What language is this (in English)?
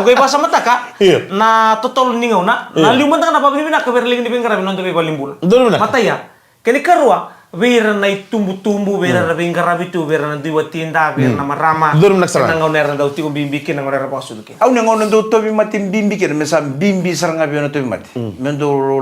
Fijian